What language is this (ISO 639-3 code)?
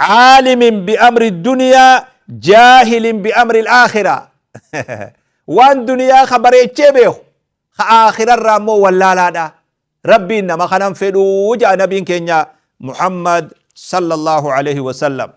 orm